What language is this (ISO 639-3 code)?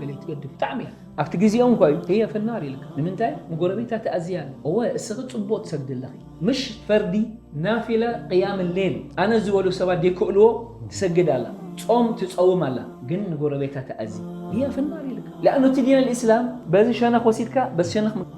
tir